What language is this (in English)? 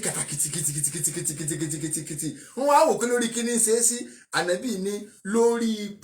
Yoruba